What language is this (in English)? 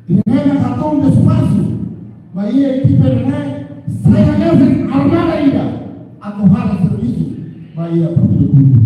Tetum